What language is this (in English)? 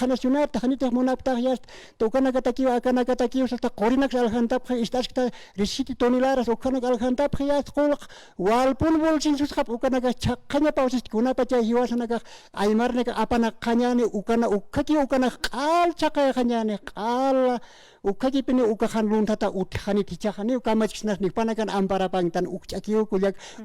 Aymara